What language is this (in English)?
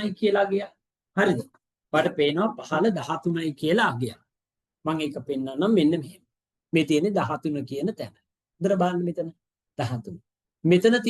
Sinhala